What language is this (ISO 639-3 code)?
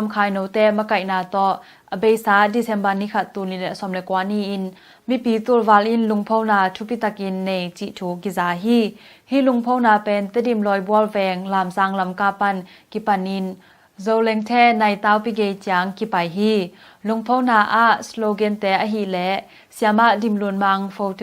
ctd